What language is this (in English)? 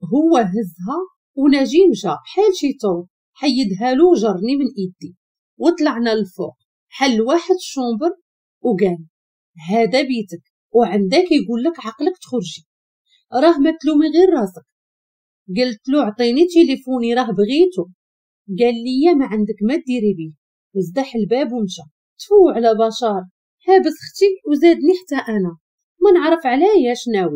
Moroccan Arabic